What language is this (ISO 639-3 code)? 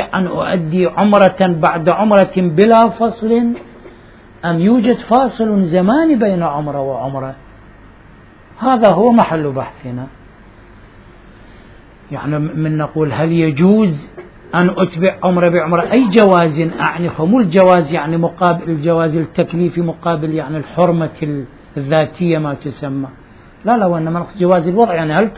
ara